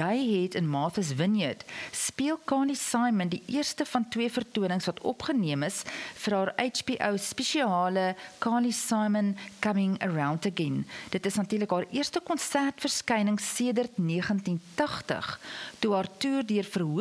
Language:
Afrikaans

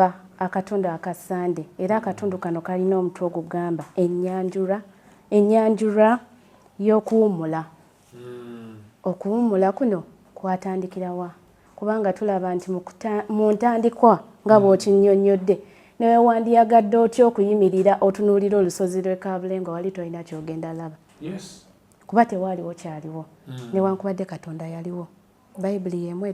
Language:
Ganda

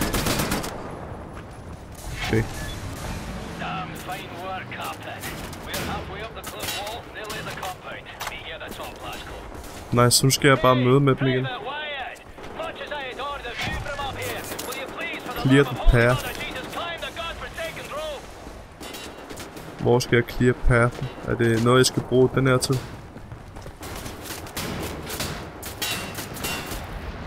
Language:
Danish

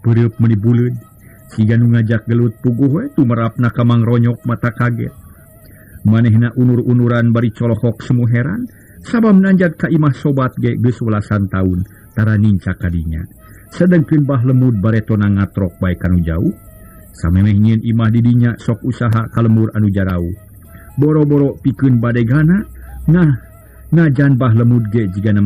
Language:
Sundanese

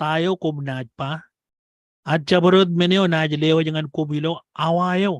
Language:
Marshallese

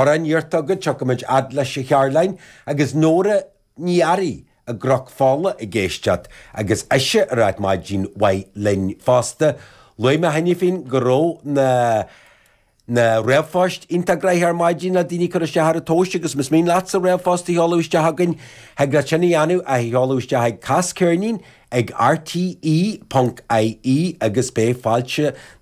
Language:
Irish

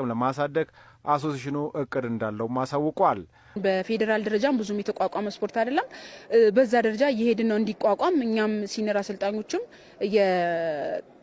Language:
Amharic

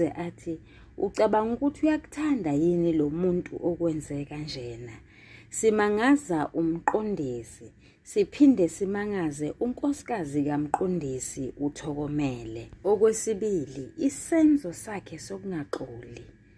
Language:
Zulu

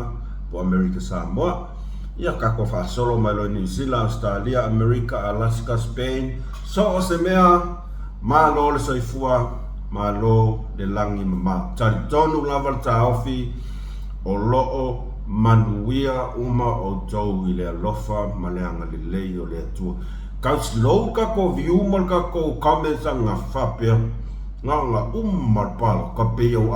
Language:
Samoan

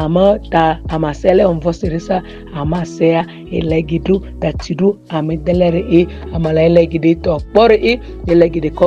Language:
Ma'di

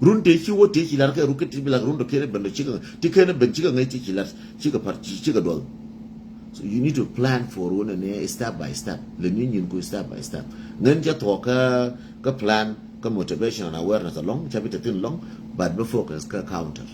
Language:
Nuer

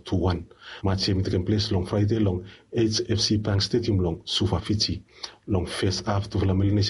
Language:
Bislama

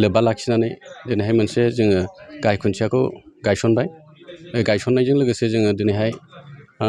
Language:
Bodo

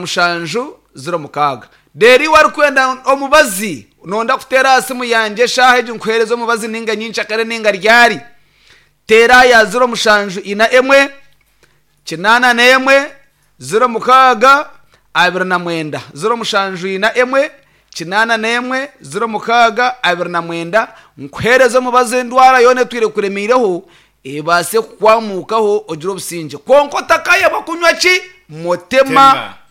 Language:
Nyankole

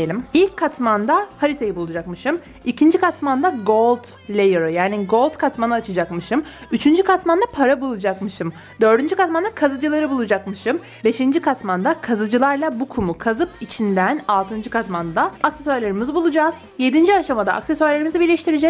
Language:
Turkish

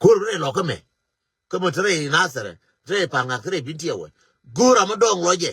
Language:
Nuer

